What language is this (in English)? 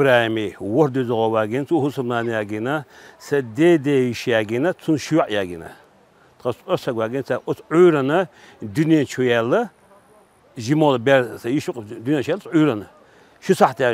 Chechen